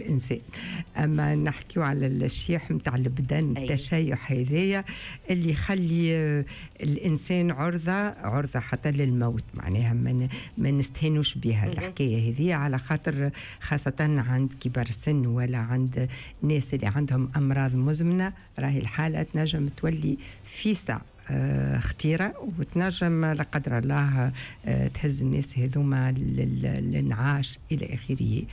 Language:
Tunisian Arabic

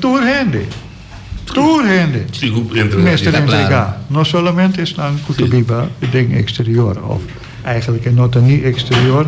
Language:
Papiamento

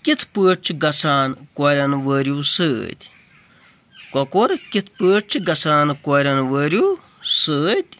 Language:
Kashmiri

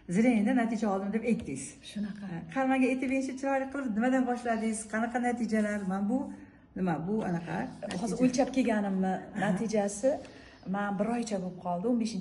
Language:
Uzbek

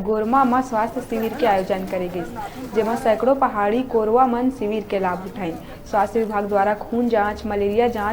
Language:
Chhattisgarhi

